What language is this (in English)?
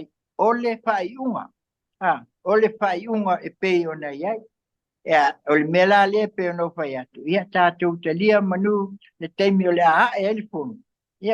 Samoan